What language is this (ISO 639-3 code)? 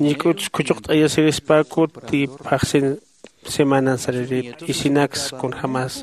aym